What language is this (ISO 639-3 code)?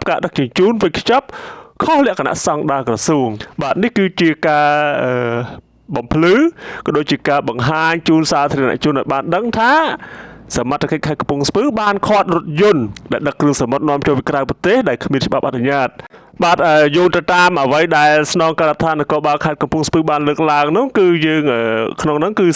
khm